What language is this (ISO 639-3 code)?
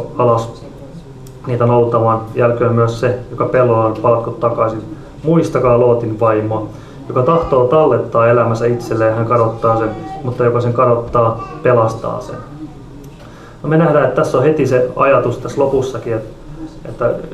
fin